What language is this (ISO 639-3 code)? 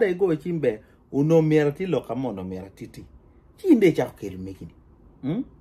ach